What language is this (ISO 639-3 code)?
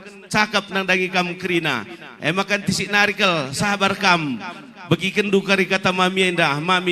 btx